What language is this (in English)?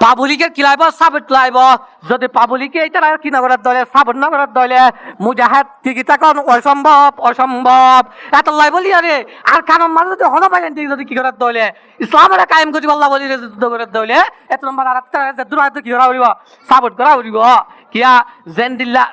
Rohingya